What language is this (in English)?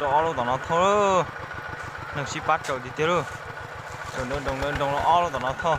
Hmong